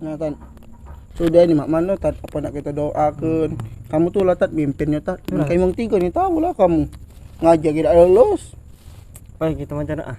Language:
Musi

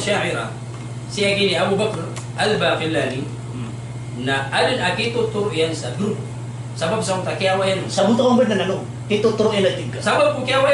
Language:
Maranao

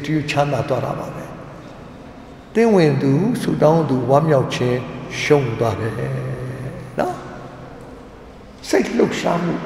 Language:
Burmese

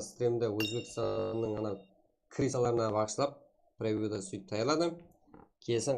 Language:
Kara-Kalpak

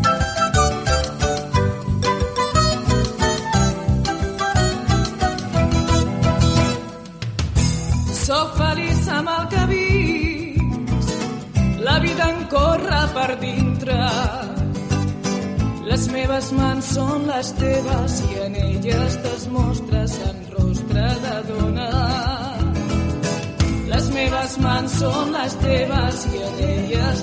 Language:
Catalan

